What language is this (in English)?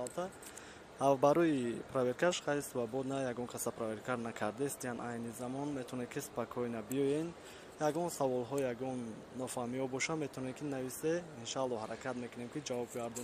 Tajik